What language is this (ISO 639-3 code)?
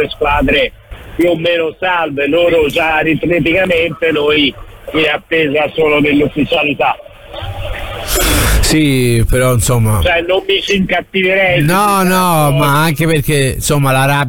ita